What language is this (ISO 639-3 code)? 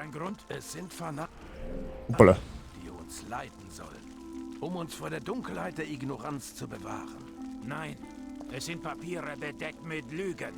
bar